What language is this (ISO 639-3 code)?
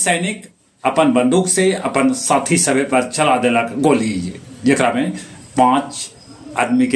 mag